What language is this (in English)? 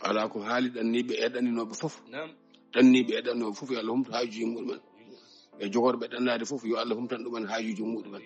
Fula